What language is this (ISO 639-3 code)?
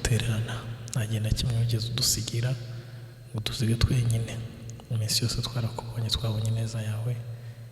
kin